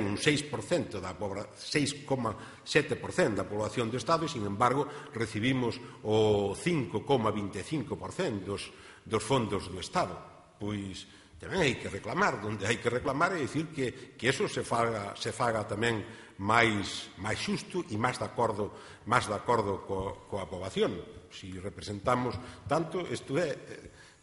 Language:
Galician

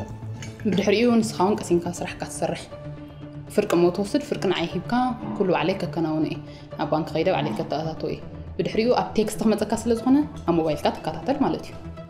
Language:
Tigrinya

